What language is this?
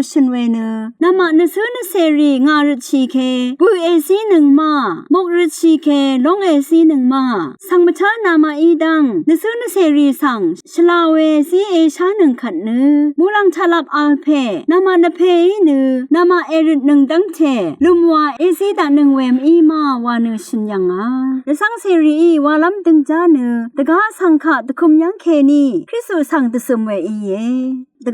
Rawang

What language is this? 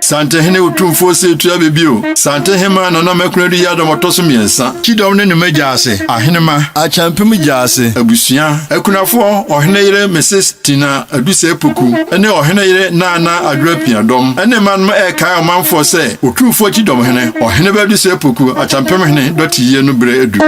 Akan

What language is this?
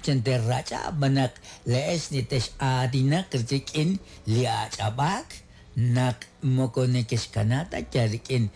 Kekchí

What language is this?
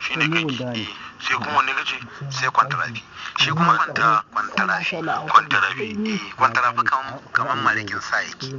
Hausa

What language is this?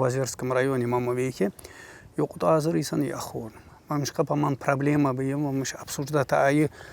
Tsakhur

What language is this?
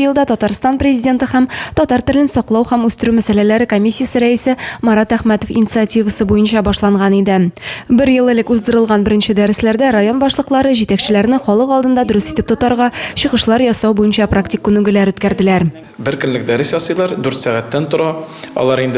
Tatar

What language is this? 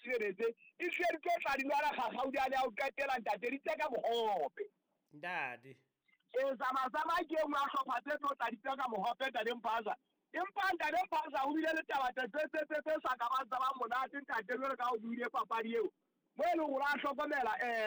Southern Sotho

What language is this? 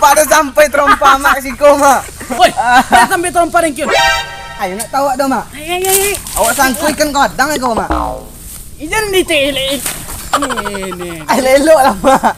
Minangkabau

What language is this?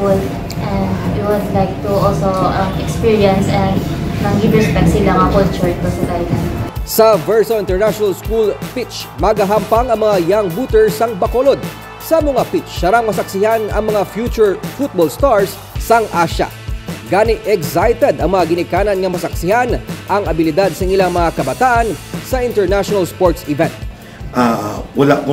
Hiligaynon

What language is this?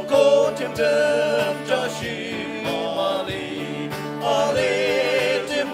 Ao Naga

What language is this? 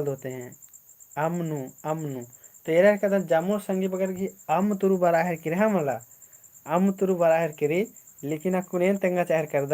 Kurukh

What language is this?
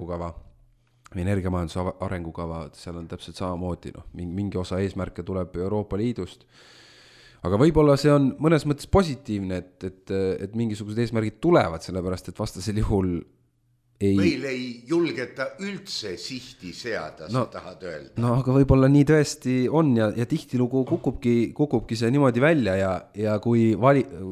Estonian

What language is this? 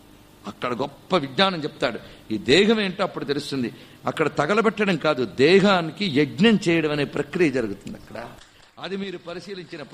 Telugu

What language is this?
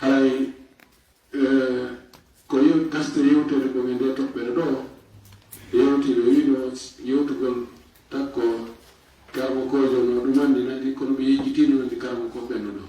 Fula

